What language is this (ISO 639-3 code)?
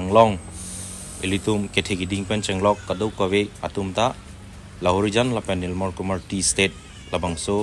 mjw